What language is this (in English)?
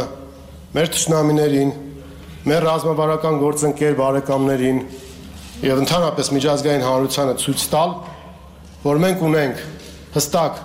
Armenian